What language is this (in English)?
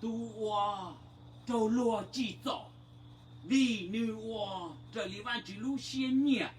Hmong